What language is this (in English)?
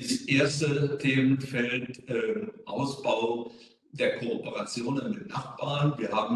German